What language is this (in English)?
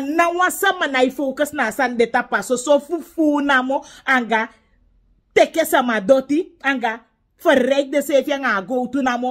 Sranan Tongo